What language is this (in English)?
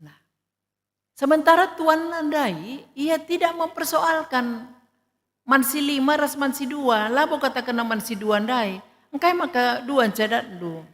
Batak Karo